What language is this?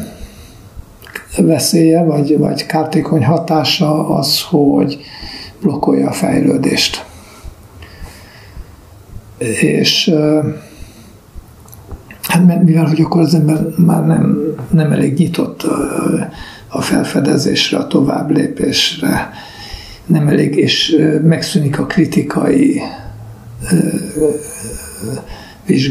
Hungarian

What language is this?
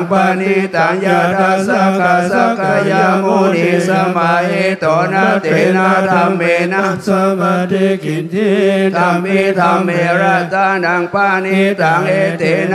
Pali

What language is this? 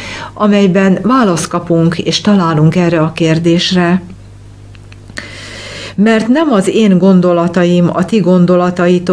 Hungarian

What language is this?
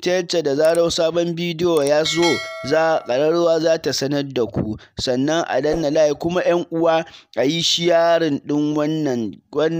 Hausa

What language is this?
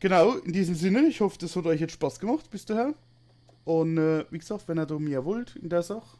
Palatine German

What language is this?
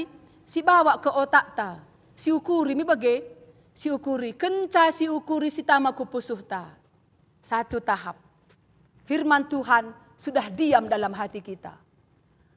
Batak Karo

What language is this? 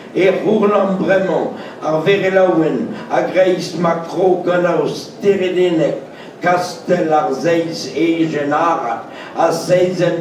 Breton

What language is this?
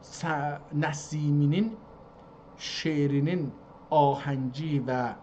South Azerbaijani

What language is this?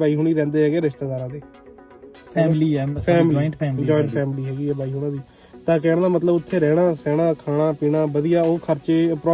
Punjabi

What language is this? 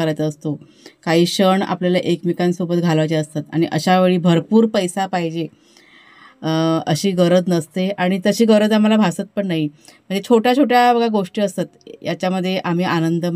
Marathi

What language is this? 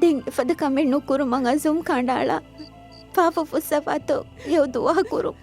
Divehi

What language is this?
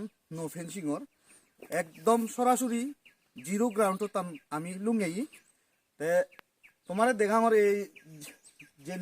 Chakma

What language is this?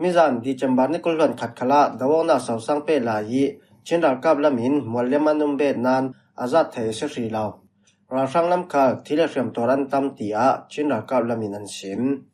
Falam Chin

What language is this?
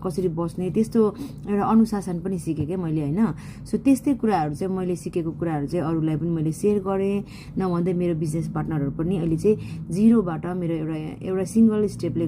Nepali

